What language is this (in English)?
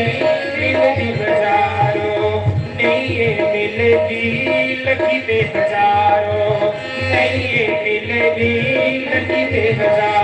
Dogri